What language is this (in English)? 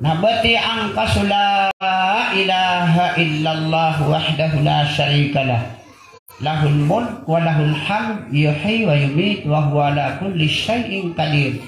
Maranao